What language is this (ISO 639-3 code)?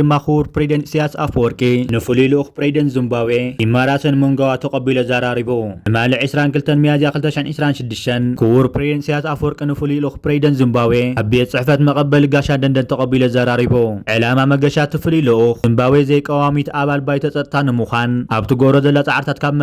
tir